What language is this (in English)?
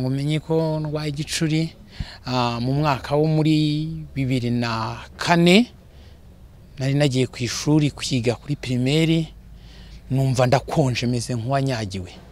Kinyarwanda